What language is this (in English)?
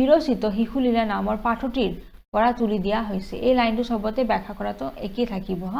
Assamese